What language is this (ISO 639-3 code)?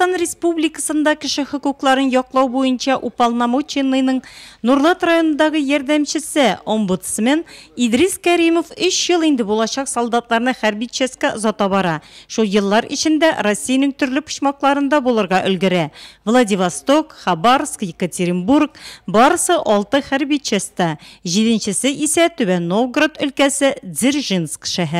tat